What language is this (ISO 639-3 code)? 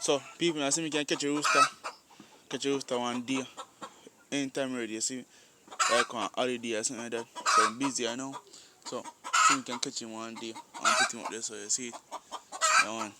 jam